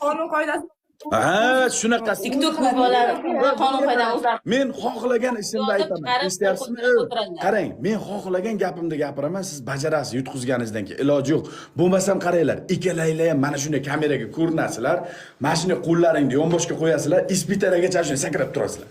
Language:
Uzbek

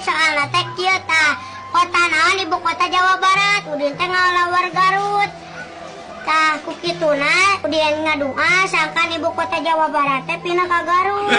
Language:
Sundanese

